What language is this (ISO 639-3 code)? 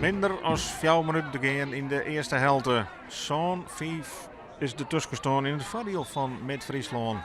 fry